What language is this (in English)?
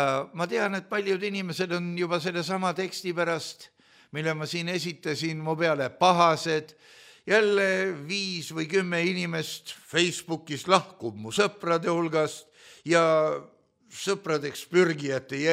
Estonian